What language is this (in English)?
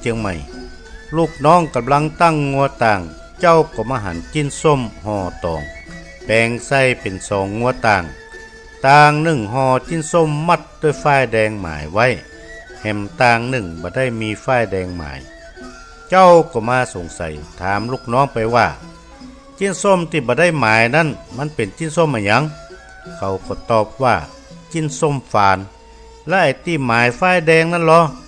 Northern Thai